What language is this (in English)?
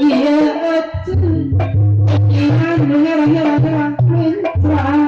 Sundanese